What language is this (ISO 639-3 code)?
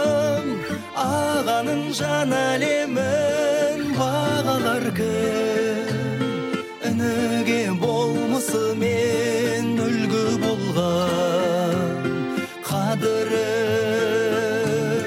kaz